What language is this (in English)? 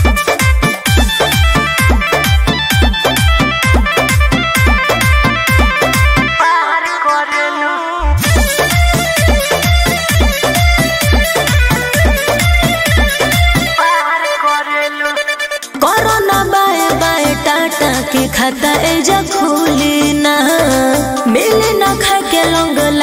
Bhojpuri